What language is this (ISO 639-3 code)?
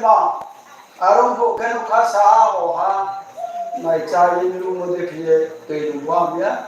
ria